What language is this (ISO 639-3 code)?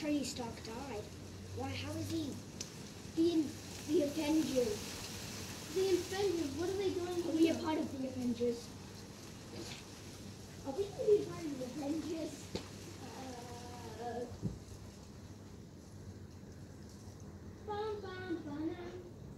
eng